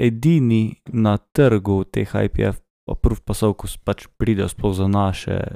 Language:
Slovenian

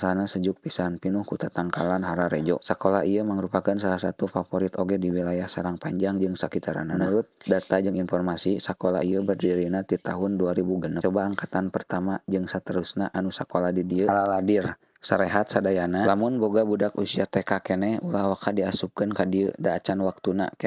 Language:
Sundanese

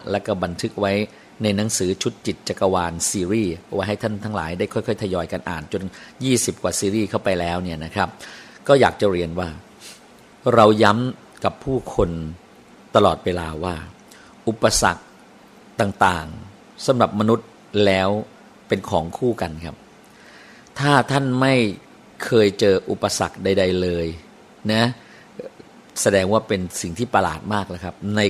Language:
Thai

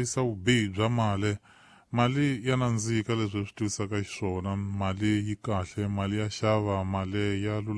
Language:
Tsonga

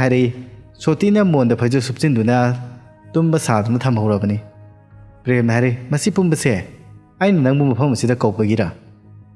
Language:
Manipuri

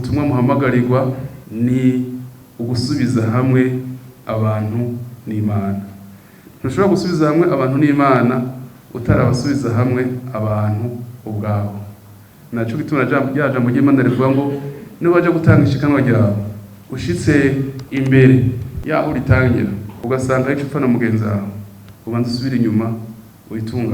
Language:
Rundi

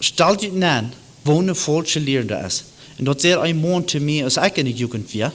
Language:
Plautdietsch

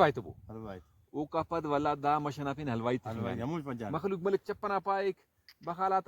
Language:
Brahui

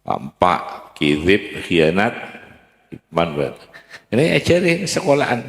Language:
Madurese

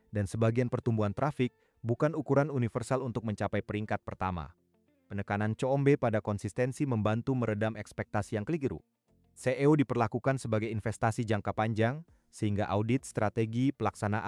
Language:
Indonesian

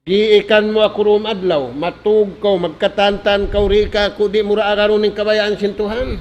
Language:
Tausug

